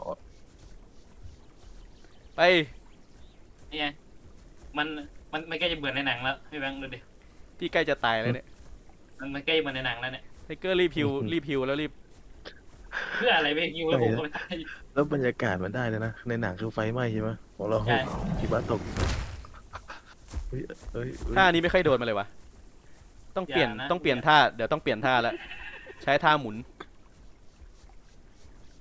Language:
Thai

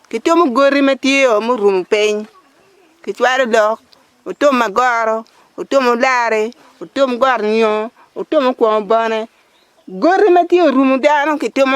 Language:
Acoli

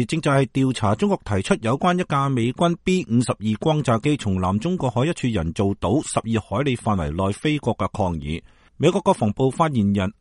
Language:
Cantonese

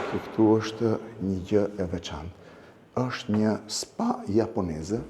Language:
Albanian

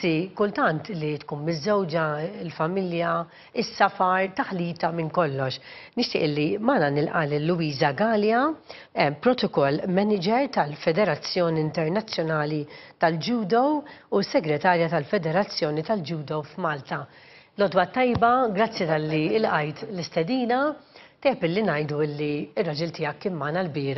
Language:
Maltese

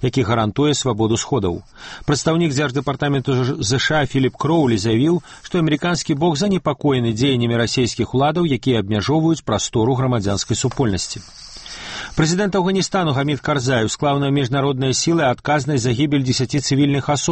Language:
Belarusian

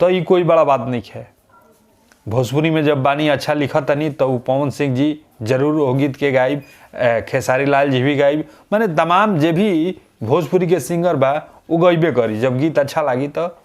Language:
Bhojpuri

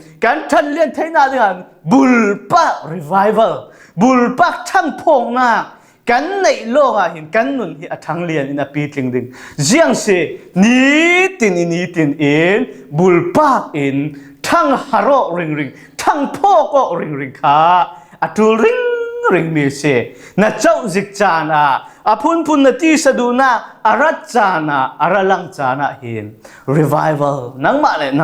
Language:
Falam Chin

